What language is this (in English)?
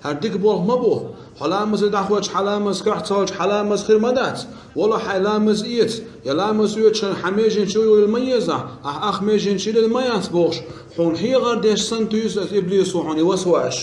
Chechen